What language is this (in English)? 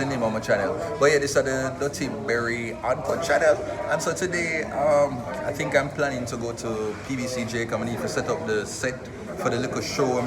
Jamaican Creole English